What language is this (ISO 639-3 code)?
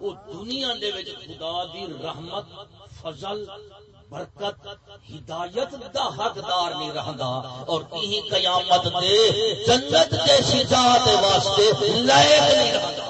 skr